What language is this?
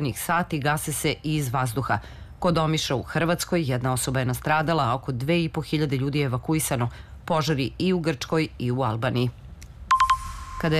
Serbian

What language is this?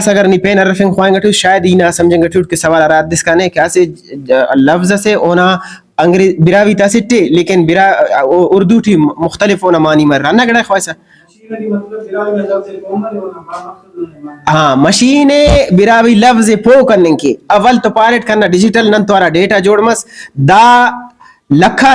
Brahui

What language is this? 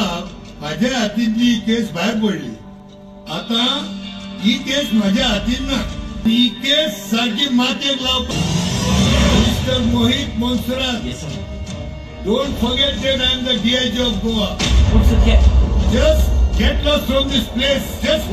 Konkani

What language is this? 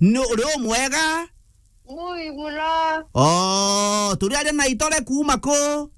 Meru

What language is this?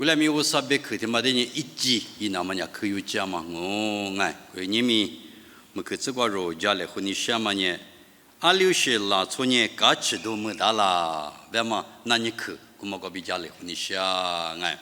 Lisu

